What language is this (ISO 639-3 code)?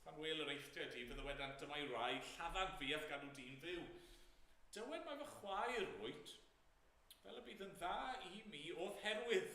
cym